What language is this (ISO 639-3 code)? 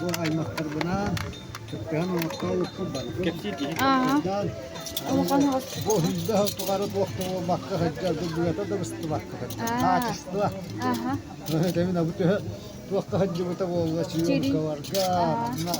sah